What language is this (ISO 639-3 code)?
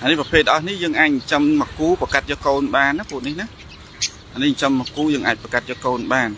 khm